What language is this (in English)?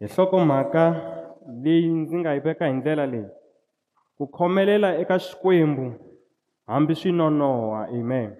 Tsonga